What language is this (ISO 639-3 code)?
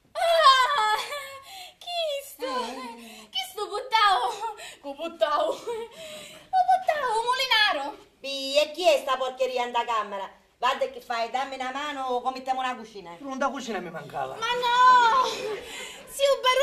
scn